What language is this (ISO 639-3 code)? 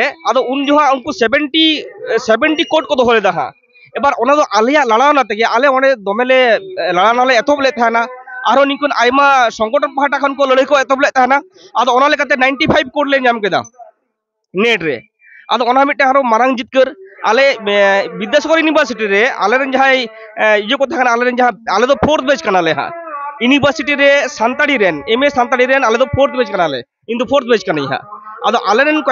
sat